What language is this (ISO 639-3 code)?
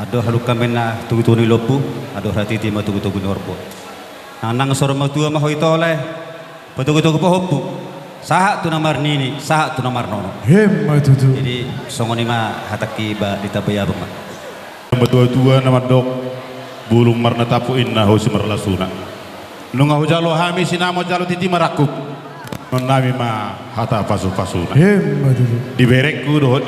bbc